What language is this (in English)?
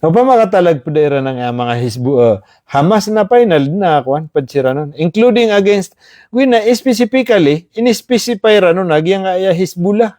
Maranao